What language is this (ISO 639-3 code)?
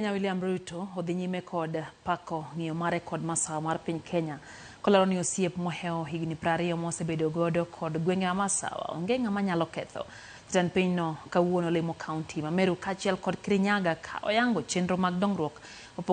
luo